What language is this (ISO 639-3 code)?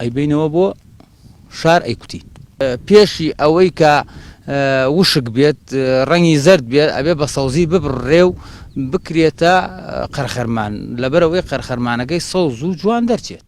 ckb